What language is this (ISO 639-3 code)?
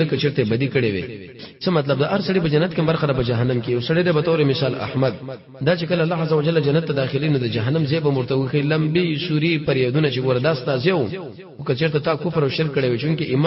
pus